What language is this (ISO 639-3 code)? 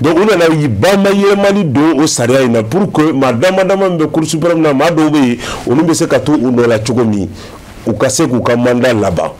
bam